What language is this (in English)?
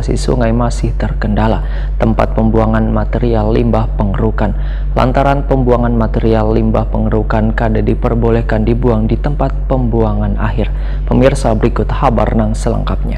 Banjar